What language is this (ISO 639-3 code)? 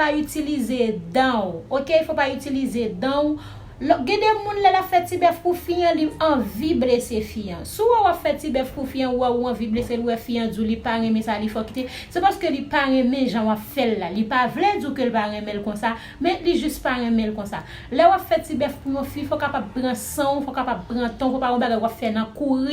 hat